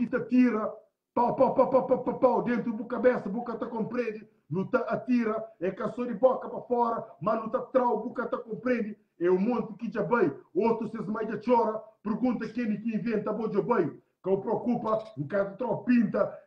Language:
Kabuverdianu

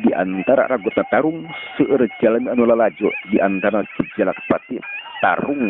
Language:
Sundanese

